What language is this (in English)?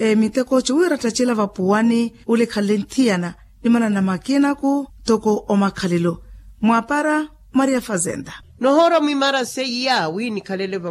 Makhuwa